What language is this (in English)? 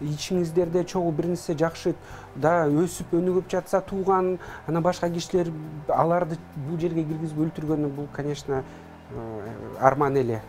Kyrgyz